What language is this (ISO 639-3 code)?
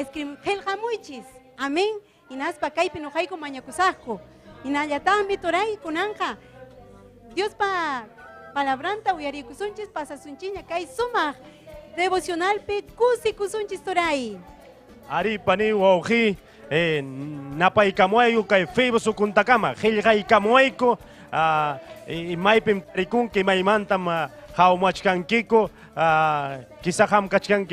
quy